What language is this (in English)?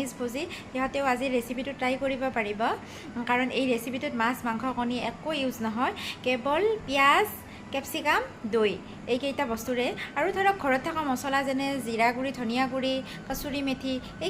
Assamese